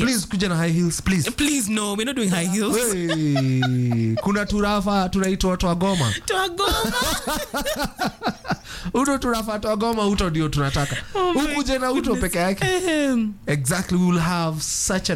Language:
Swahili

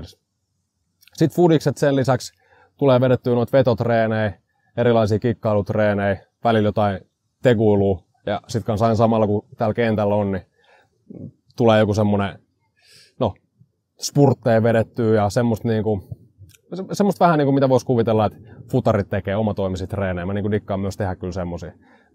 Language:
Finnish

